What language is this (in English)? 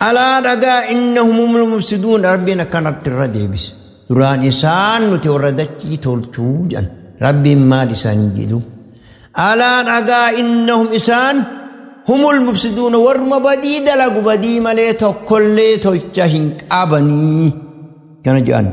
Oromo